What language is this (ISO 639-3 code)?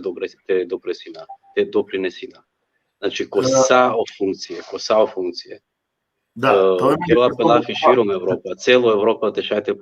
rmn